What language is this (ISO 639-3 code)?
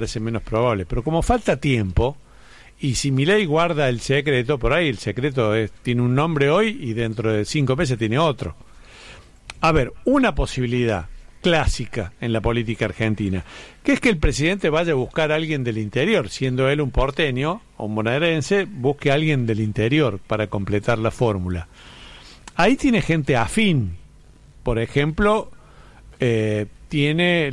spa